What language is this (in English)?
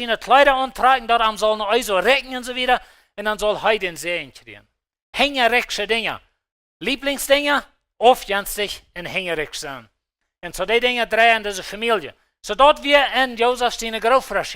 Plautdietsch